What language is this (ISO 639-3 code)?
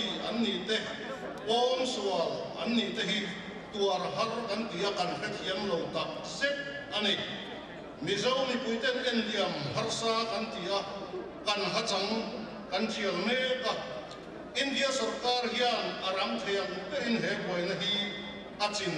lus